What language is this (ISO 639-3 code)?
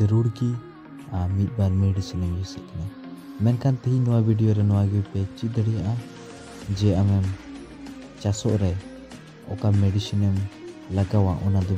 sat